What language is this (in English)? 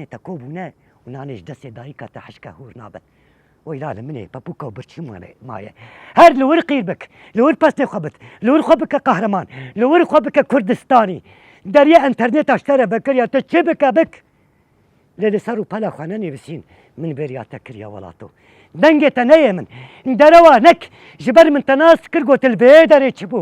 Kurdish